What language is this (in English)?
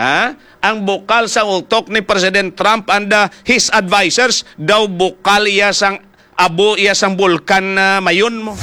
Hiligaynon